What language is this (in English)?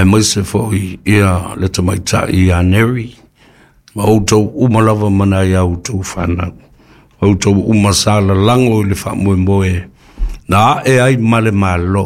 Samoan